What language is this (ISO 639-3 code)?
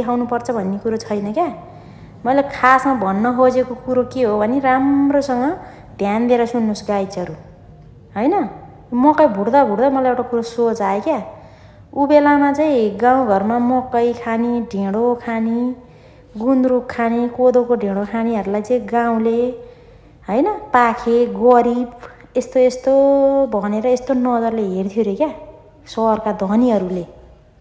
nep